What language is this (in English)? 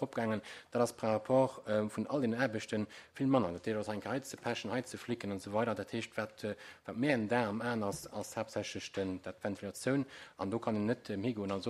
Luxembourgish